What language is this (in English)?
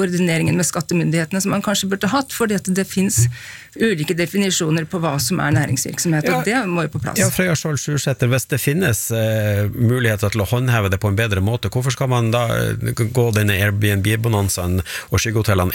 Norwegian